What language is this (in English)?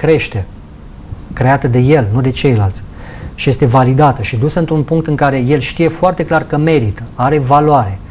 Romanian